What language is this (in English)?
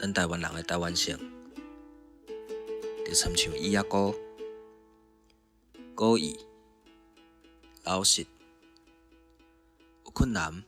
Min Nan Chinese